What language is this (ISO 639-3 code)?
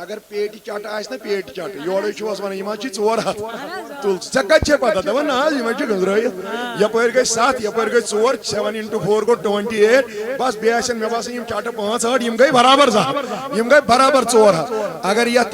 kas